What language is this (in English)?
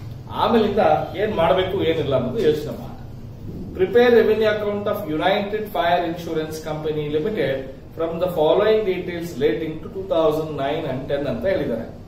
Kannada